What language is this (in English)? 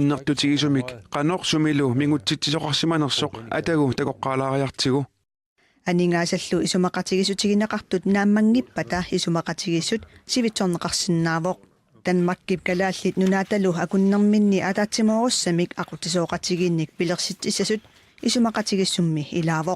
Kalaallisut